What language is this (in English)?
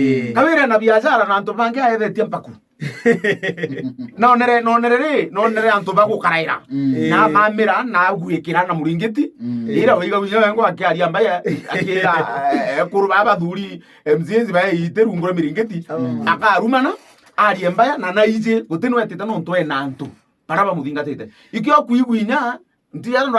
Meru